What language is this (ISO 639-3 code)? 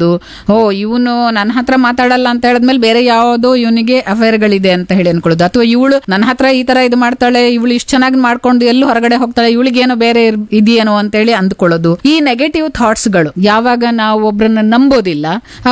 kan